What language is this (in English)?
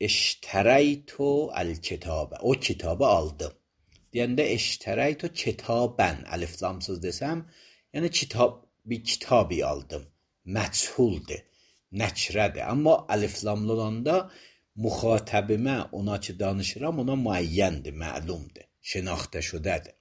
Azerbaijani